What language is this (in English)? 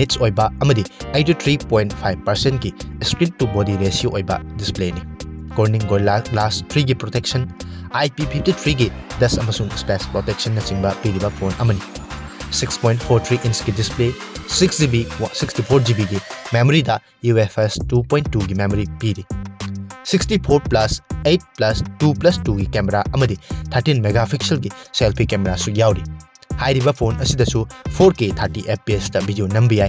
Manipuri